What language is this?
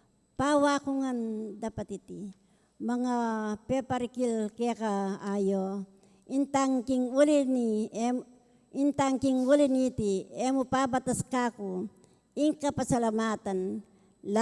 Pampanga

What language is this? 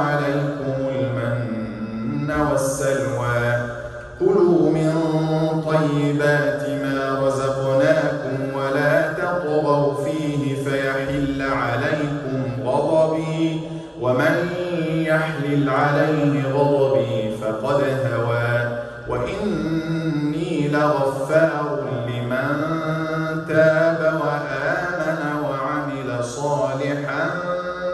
Arabic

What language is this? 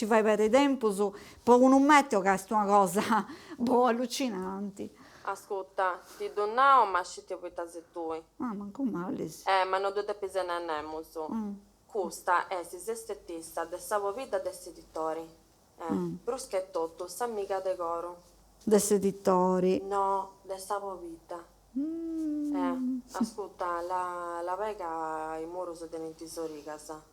Sardinian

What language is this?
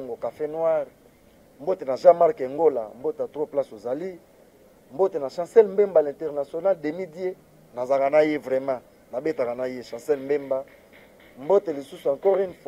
Lingala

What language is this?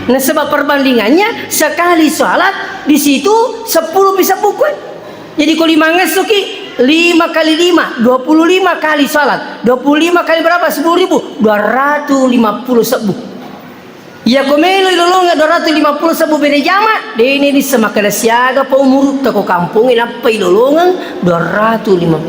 Buginese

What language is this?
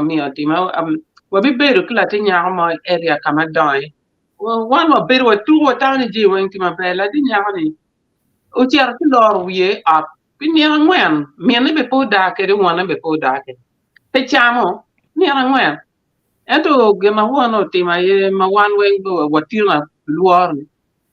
Acoli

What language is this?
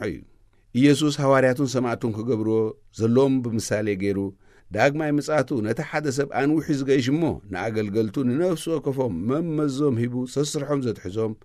Tigrinya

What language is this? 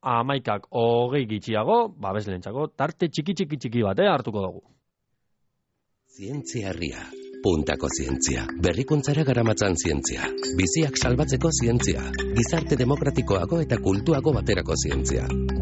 Basque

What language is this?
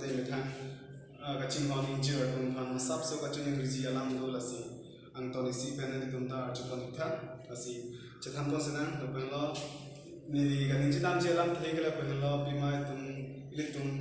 Karbi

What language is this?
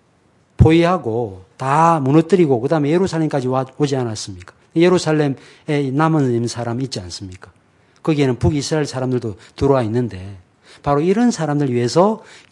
Korean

